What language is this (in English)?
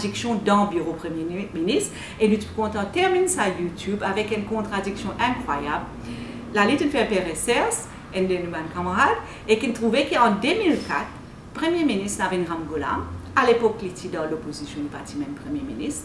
Morisyen